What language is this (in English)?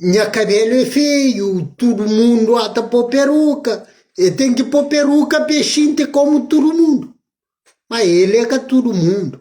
Kabuverdianu